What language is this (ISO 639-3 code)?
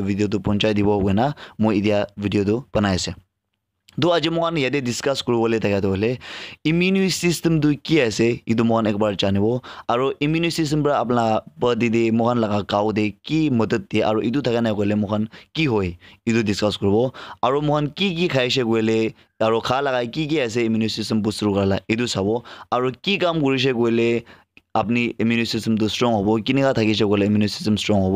nag